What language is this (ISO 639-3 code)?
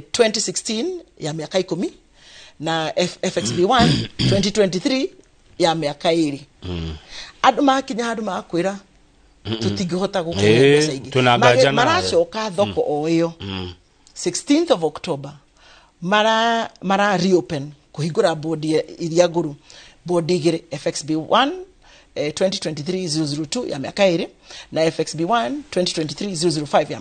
kik